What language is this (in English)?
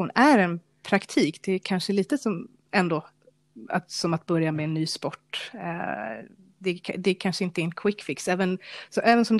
Swedish